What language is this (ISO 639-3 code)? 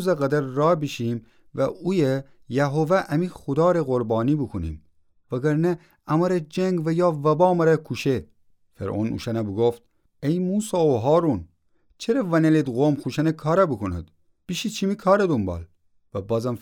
glk